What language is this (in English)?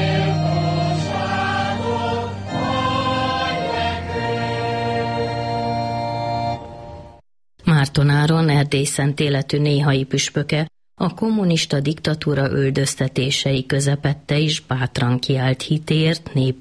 Hungarian